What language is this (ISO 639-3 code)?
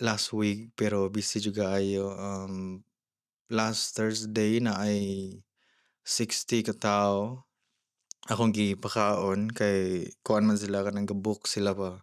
ceb